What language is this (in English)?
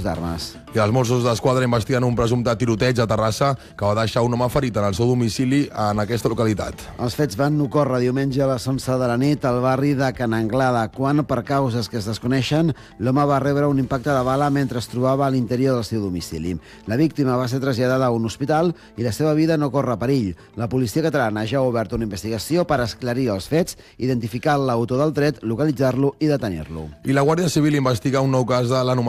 Catalan